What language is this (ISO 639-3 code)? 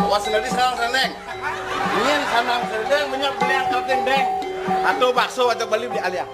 ban